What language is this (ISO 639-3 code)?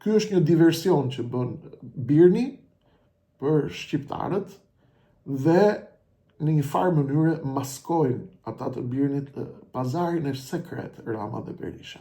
sqi